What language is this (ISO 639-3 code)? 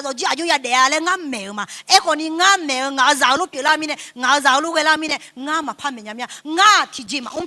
ahk